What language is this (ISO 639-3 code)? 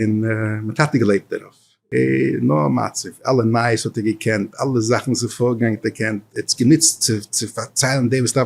yid